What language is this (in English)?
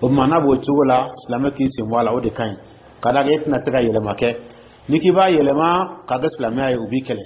Dyula